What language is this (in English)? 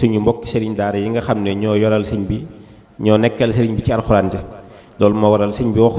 Wolof